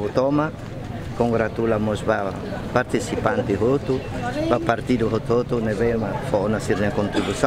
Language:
Tetum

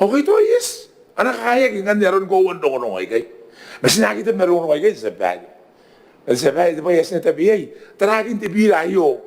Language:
Gilbertese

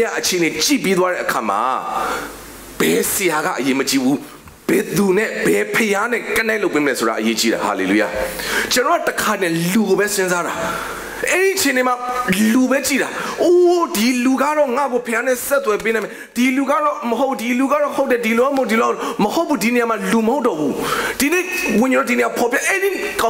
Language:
Burmese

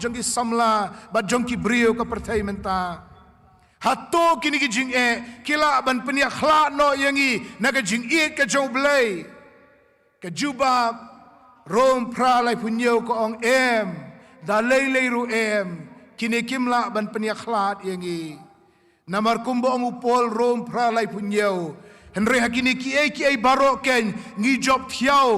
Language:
Khasi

